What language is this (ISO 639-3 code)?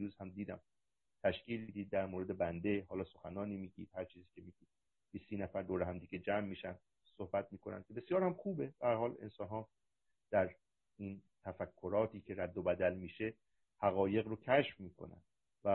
fas